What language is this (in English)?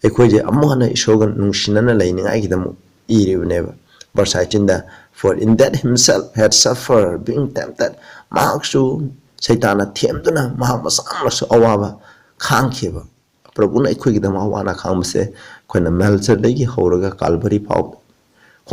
Manipuri